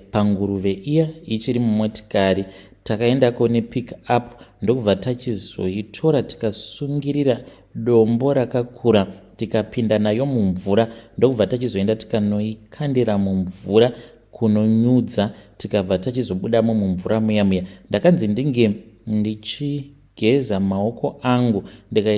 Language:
Shona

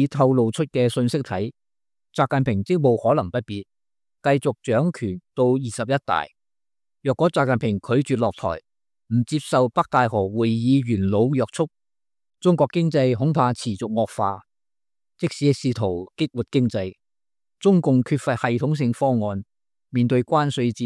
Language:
Cantonese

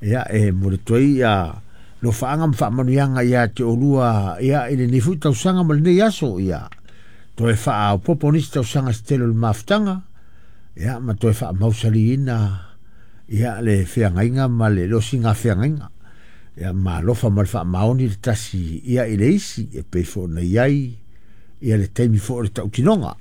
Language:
Samoan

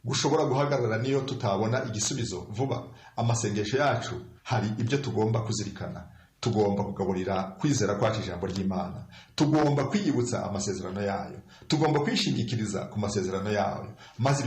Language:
Kinyarwanda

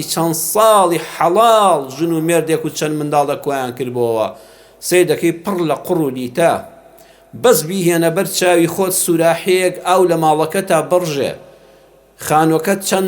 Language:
Central Kurdish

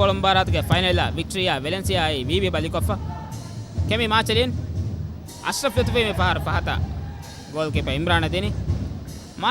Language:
Divehi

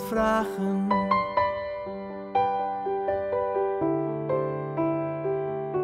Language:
Dutch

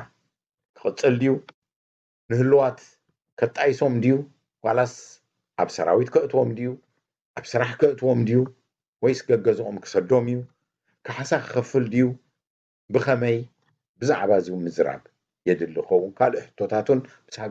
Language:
Tigrinya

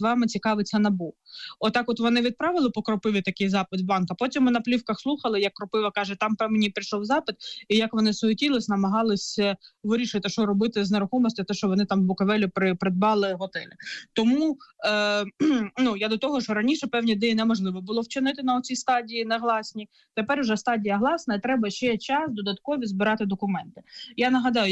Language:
Ukrainian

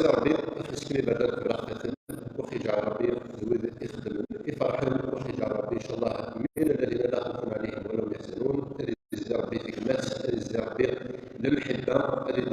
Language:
Kabyle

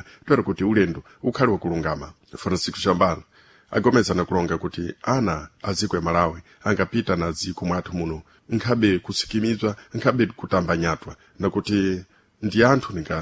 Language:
Sena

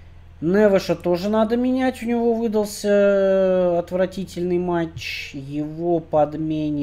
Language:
Russian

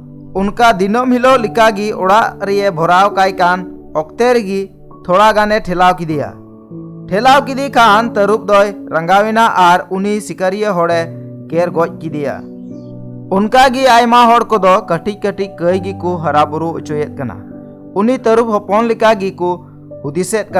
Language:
Santali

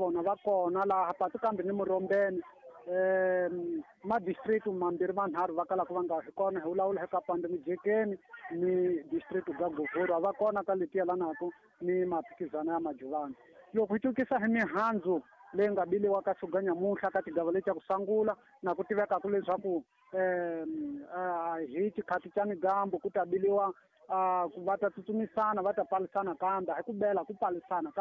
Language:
Tsonga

